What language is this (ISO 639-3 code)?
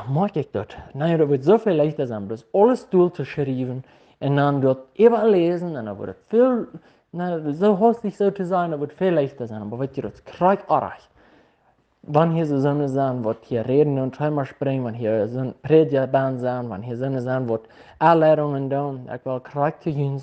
pdt